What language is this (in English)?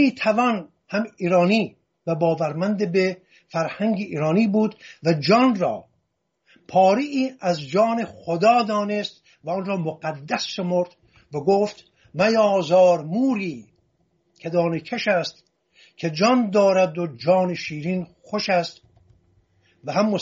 Persian